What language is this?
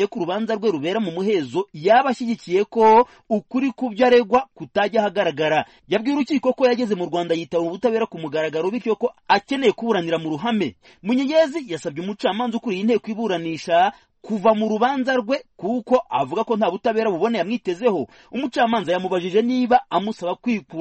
Kinyarwanda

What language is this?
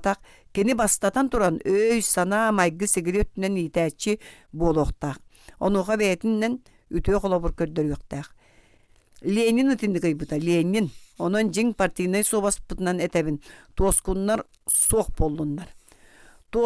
Yakut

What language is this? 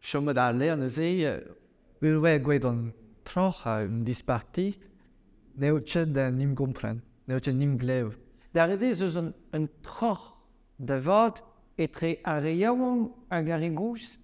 Breton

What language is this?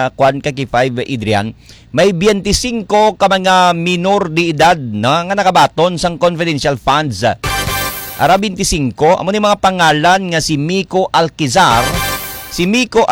Hiligaynon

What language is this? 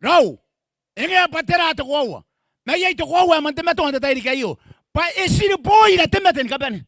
Gilbertese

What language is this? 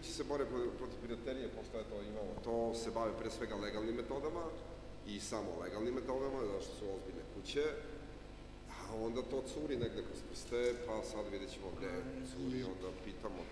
Serbian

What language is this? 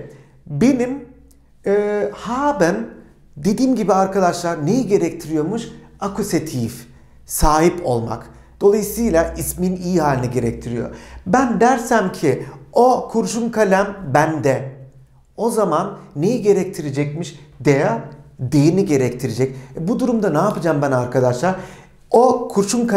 Turkish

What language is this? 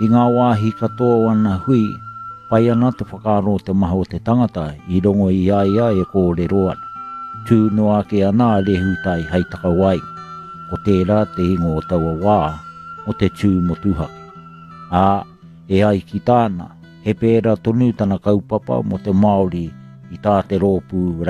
Māori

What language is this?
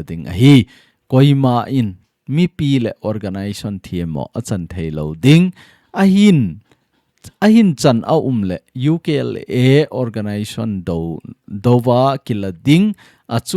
Thado Chin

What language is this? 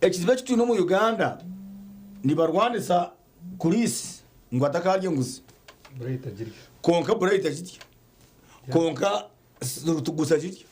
Nyankole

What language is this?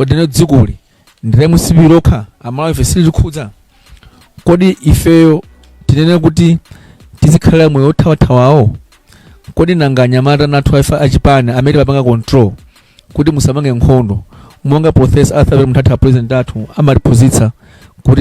Nyanja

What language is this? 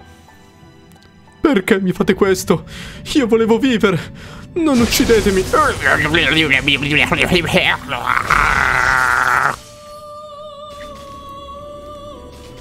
Italian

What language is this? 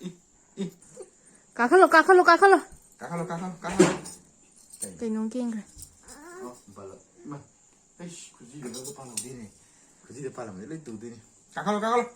Manipuri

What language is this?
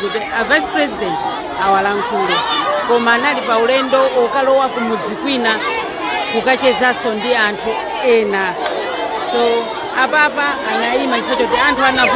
Nyanja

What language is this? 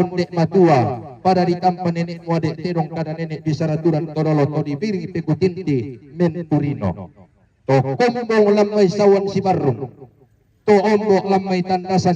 Toraja-Sa'dan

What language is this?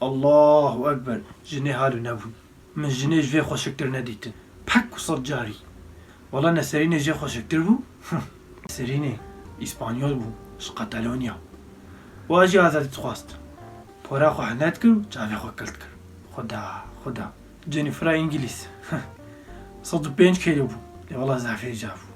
Kurdish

